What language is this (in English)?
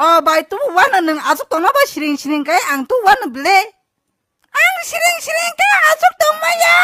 Kok Borok